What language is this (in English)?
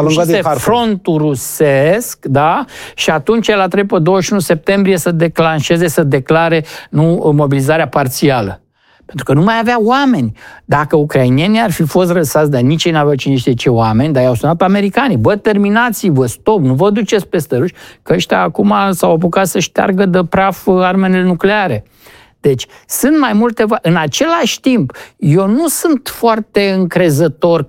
Romanian